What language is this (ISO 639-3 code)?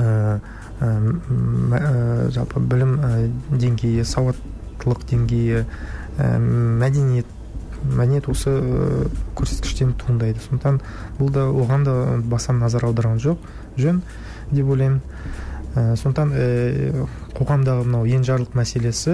kaz